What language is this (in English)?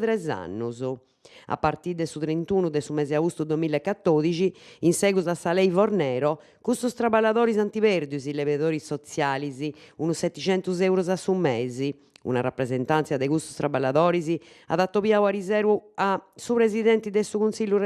Sardinian